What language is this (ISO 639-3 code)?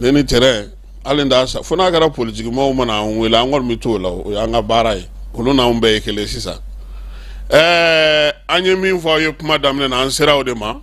bam